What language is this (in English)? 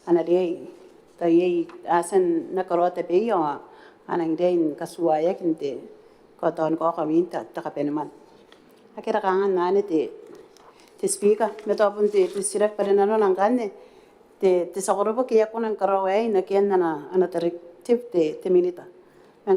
Gilbertese